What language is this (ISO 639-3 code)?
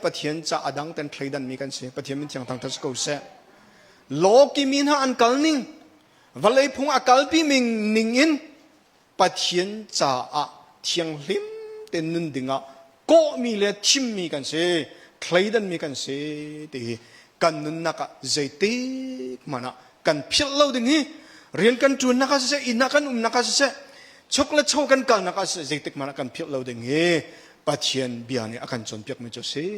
cnh